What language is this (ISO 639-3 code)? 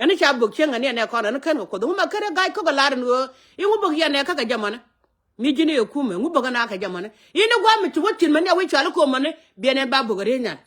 nus